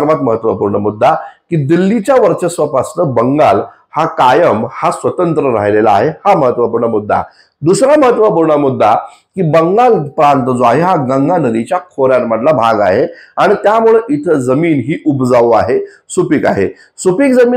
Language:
Marathi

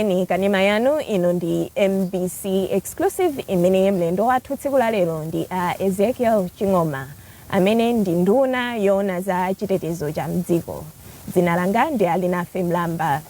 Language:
Nyanja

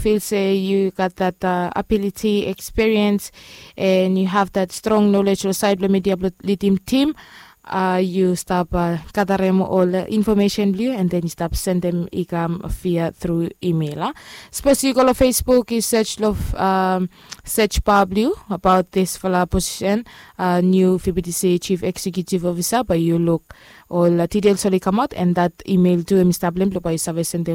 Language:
Bislama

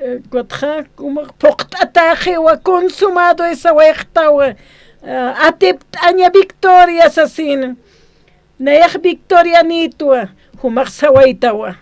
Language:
Aymara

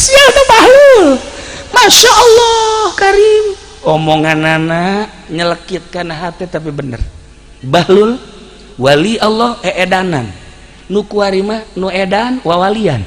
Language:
Sundanese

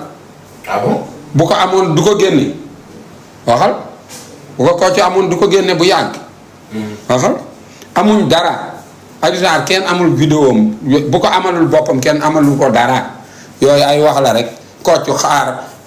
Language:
Wolof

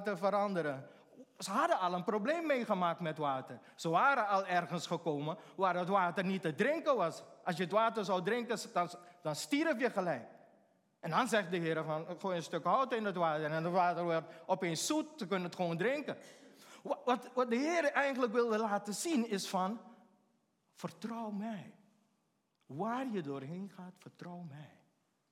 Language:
Dutch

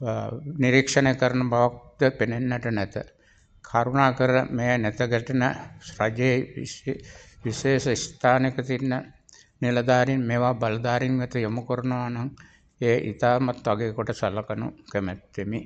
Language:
Sinhala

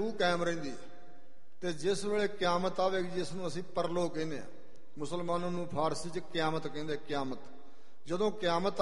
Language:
Punjabi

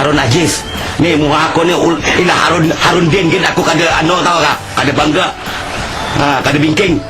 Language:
Banjar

